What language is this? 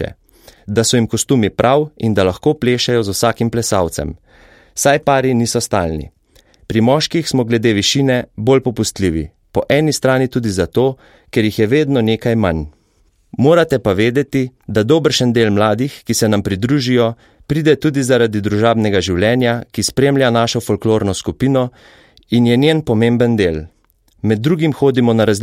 Slovenian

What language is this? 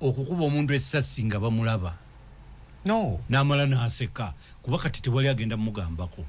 Ganda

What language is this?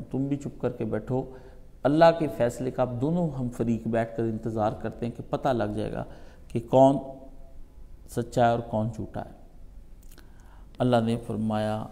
Urdu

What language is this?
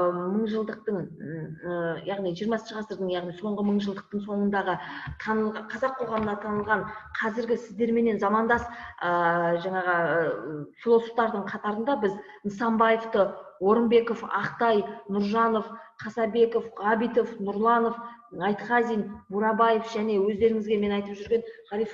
Kazakh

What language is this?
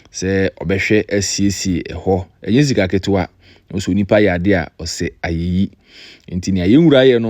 Akan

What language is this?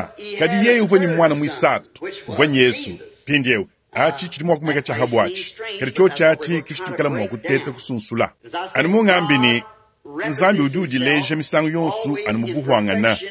Luba-Lulua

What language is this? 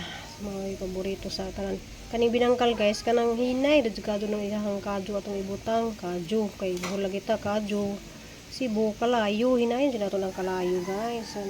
Cebuano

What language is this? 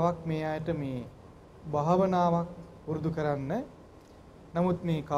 Sinhala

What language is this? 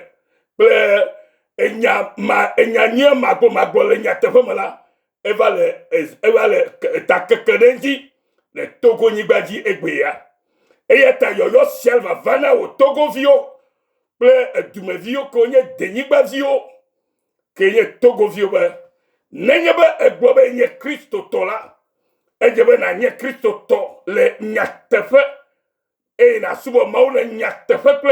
Ewe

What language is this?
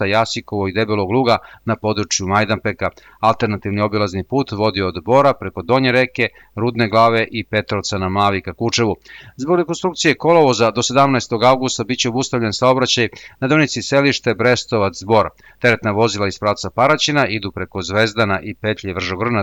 Serbian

